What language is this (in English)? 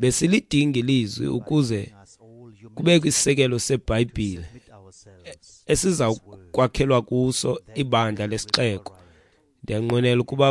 Xhosa